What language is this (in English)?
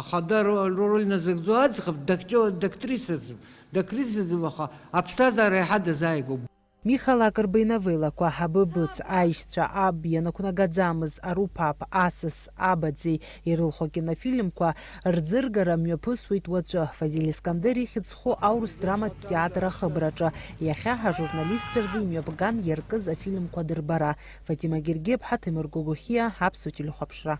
Abkhazian